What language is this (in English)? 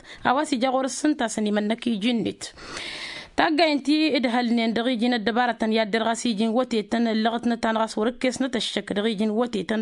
Tamasheq